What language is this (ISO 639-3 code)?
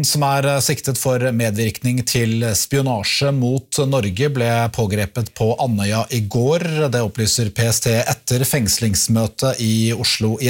nor